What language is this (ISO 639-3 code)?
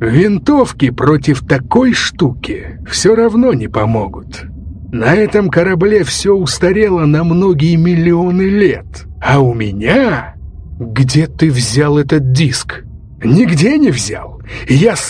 rus